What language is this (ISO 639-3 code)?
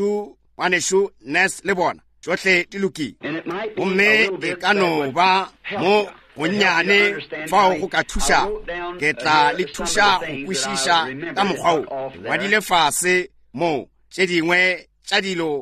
nso